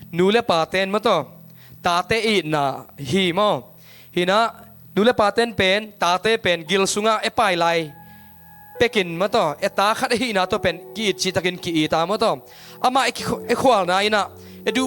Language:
Tedim Chin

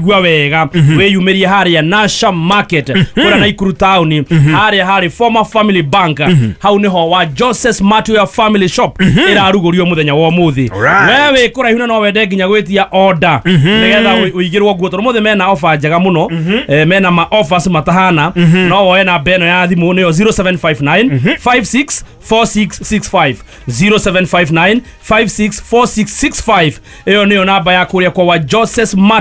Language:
Kikuyu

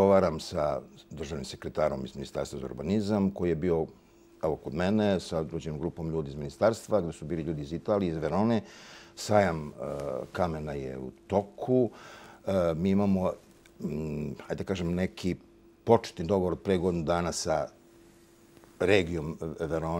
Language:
Serbian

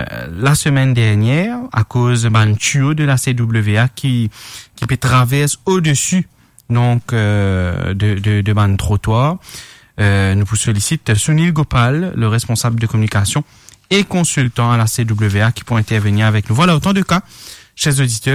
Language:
Morisyen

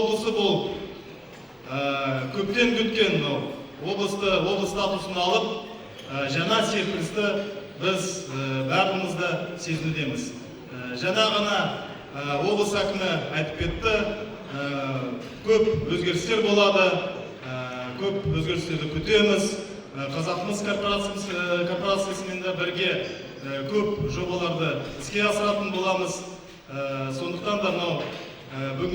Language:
Kazakh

